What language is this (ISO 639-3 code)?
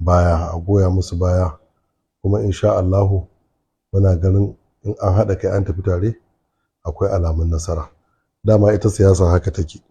hau